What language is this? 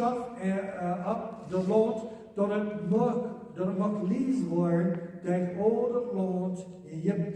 Plautdietsch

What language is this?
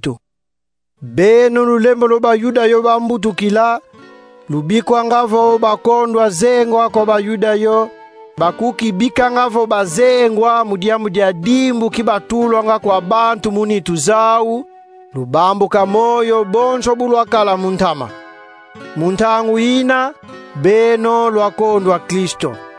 Kongo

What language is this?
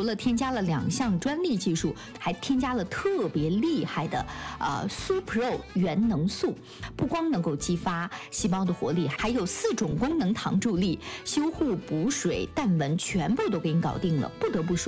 Chinese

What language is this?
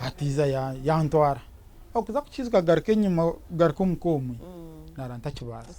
Nyankole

